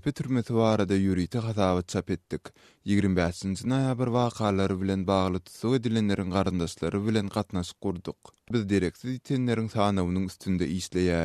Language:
Turkmen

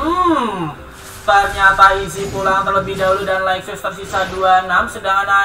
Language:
Indonesian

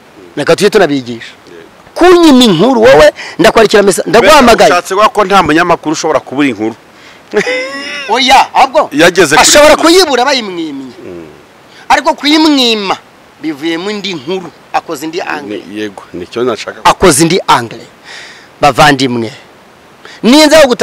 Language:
Kinyarwanda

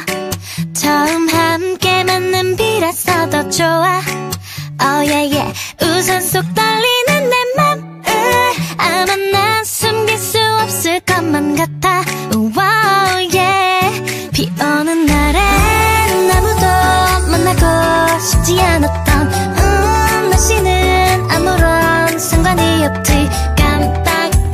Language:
Korean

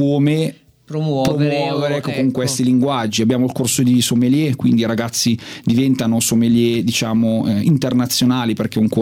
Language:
Italian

